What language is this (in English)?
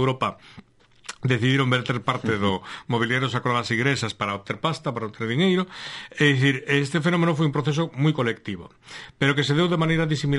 Galician